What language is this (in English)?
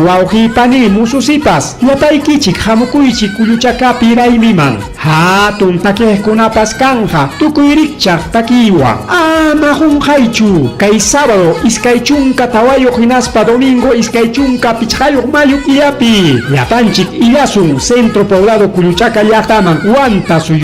Ayacucho Quechua